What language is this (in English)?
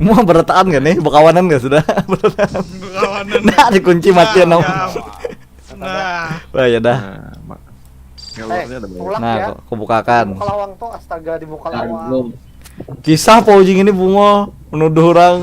Banjar